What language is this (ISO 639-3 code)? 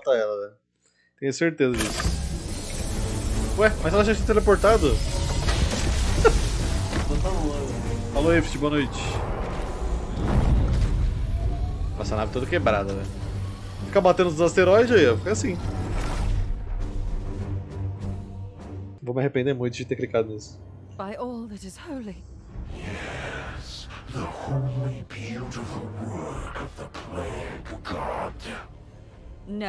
por